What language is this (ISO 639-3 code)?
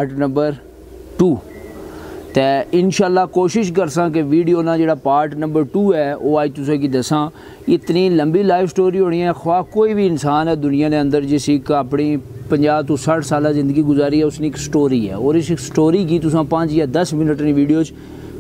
phr